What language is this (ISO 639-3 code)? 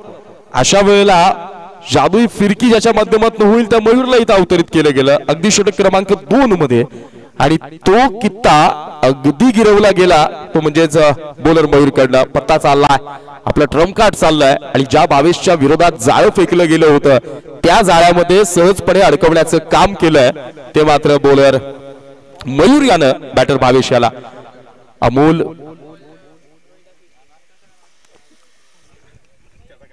mar